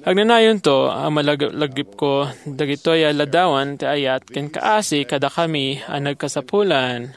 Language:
Iloko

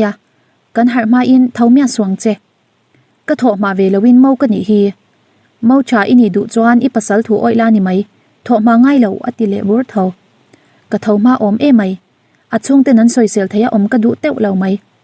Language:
Mizo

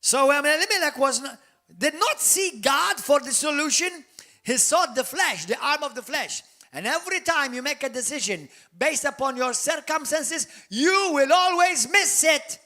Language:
English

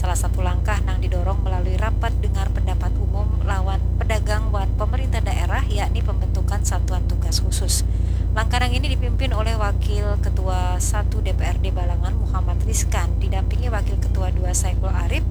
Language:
Banjar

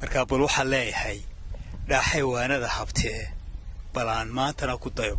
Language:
Somali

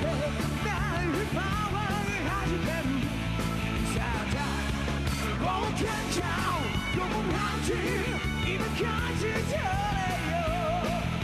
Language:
Japanese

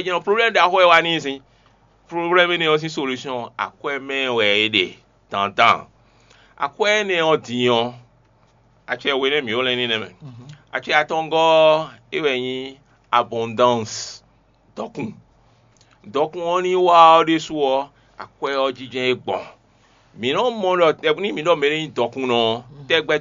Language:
Fon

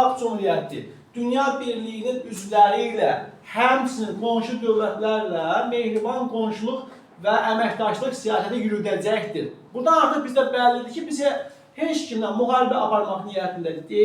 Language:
Azerbaijani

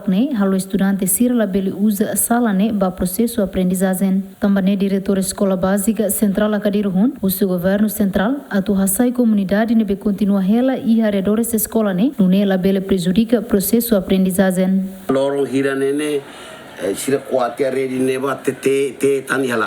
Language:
Tetum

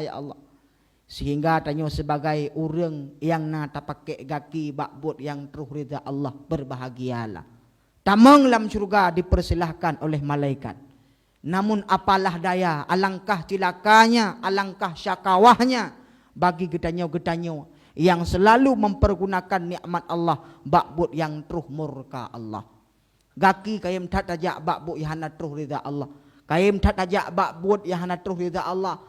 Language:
Achinese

